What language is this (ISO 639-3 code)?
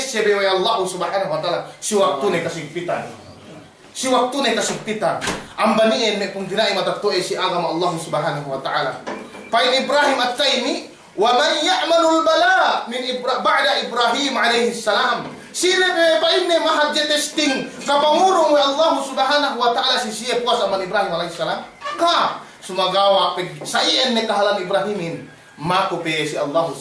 yka